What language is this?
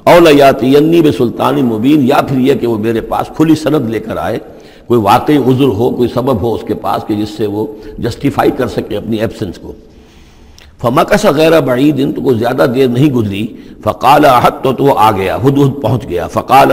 Urdu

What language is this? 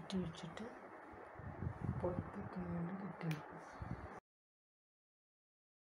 Malayalam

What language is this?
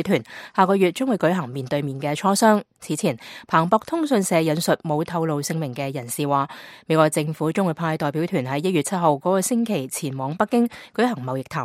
Cantonese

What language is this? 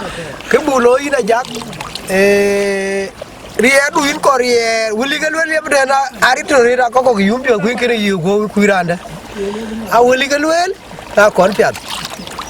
Dinka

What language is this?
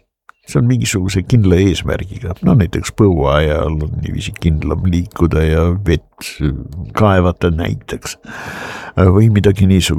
Estonian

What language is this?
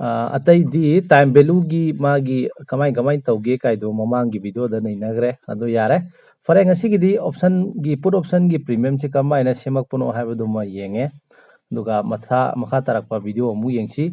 Manipuri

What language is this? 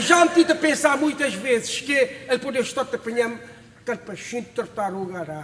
Kabuverdianu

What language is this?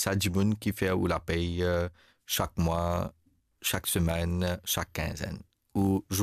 Morisyen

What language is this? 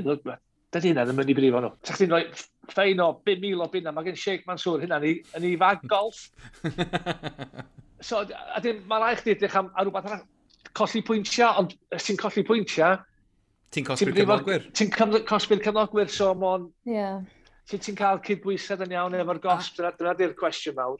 Welsh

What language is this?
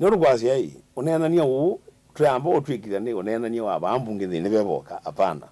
Kamba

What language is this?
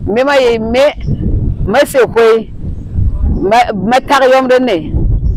Berom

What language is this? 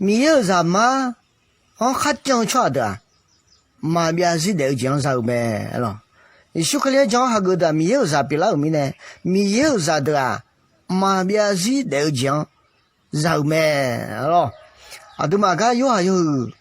Akha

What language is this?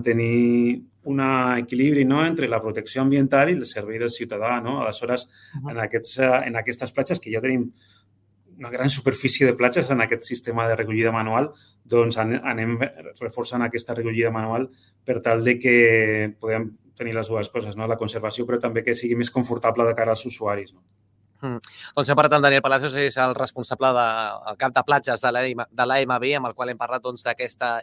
Catalan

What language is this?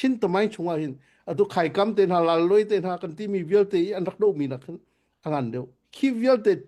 Hakha Chin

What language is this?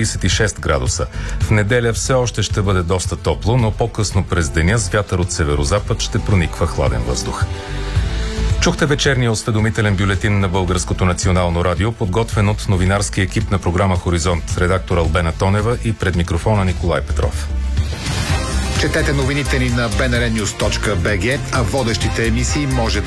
Bulgarian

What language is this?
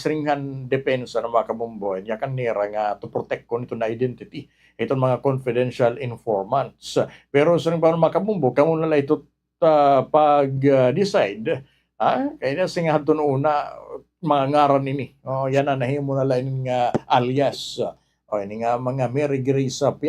Waray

